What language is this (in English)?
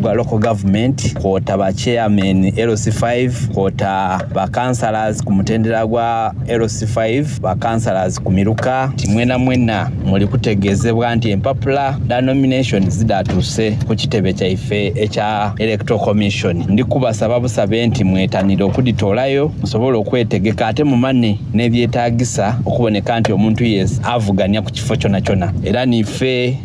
Soga